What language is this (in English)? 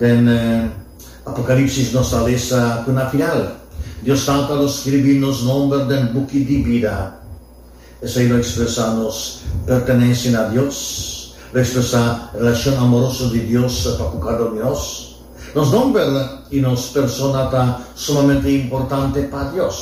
Papiamento